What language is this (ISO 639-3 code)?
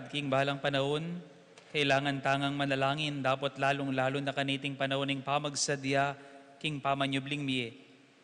pam